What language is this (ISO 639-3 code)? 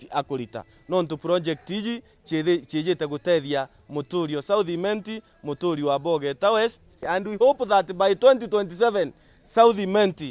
mer